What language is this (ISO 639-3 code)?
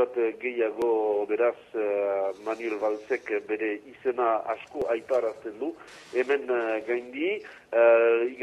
eus